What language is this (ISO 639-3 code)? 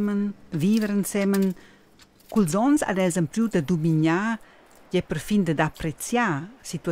roh